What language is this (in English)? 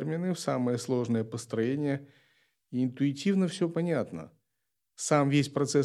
Russian